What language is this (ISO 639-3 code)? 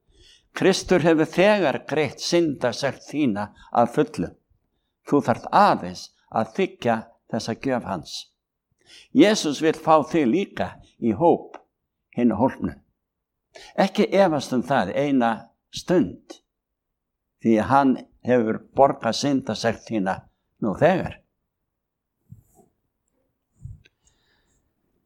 isl